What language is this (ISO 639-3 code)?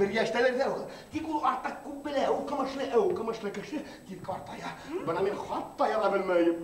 bak